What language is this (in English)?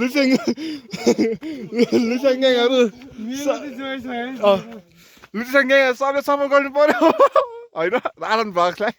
Nepali